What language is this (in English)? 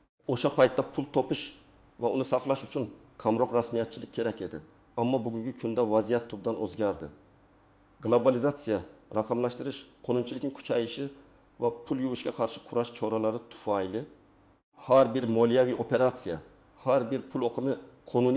Uzbek